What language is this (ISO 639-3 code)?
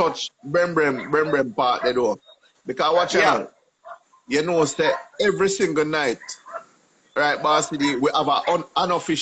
jam